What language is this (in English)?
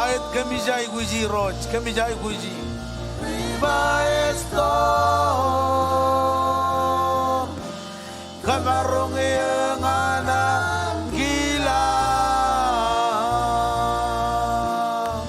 Marshallese